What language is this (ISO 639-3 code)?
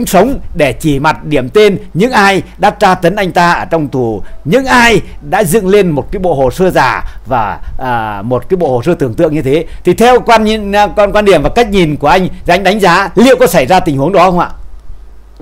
vie